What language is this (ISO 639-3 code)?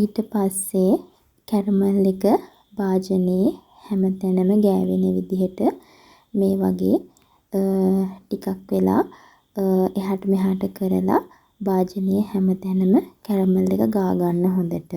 sin